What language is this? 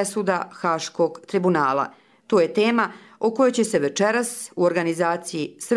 Croatian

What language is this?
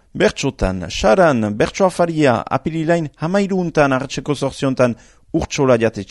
Basque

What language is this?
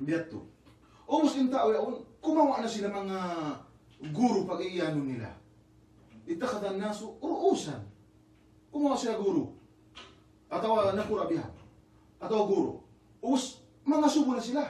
Yakan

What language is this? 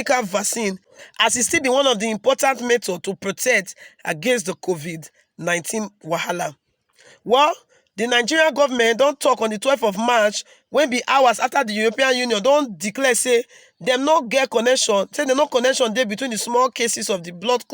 Nigerian Pidgin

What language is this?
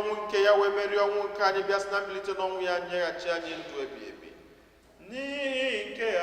Igbo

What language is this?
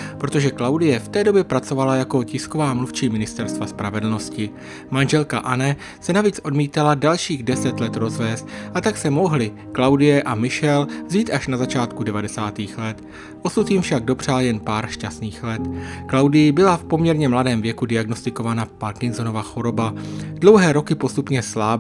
Czech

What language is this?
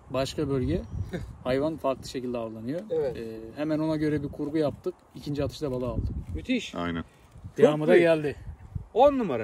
Turkish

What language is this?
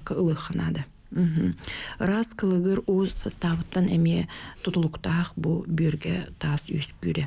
Yakut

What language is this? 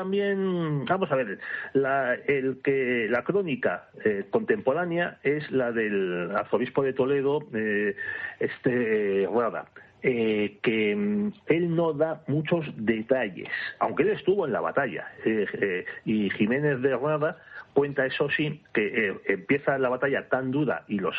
Spanish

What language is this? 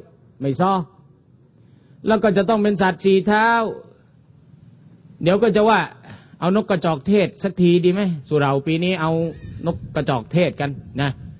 Thai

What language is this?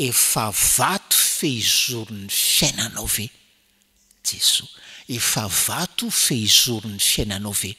Malagasy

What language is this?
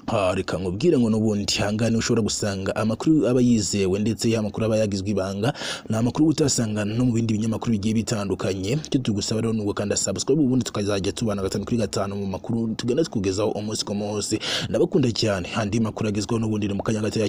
Kinyarwanda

